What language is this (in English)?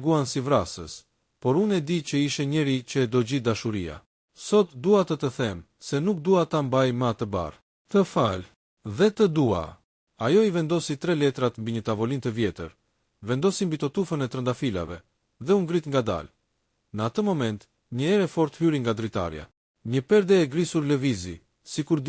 Albanian